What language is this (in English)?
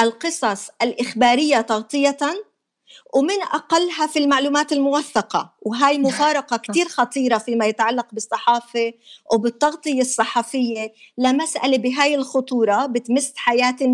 North Levantine Arabic